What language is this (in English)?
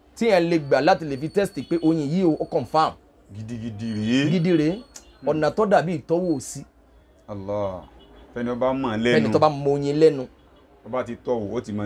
Yoruba